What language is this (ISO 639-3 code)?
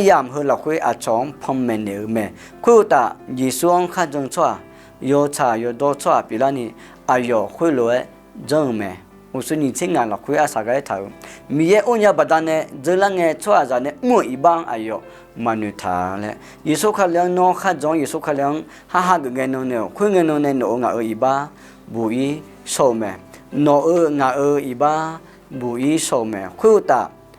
ahk